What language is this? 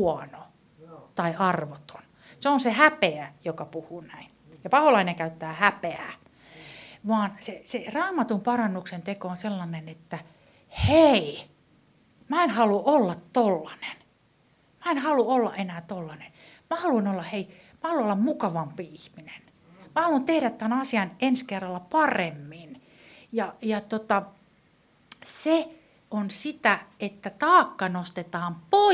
Finnish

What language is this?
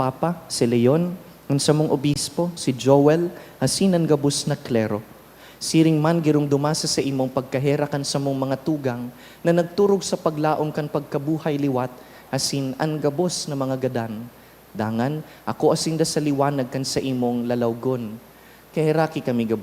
Bikol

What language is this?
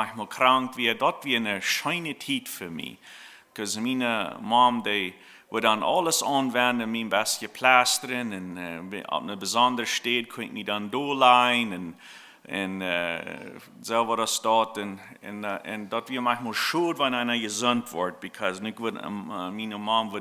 Plautdietsch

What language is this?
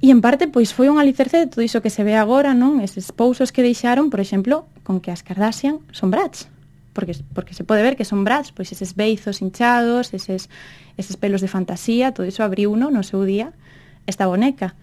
Galician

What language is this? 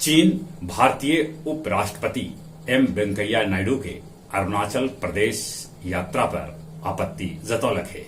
Magahi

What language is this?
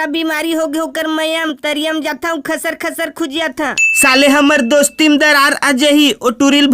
Chhattisgarhi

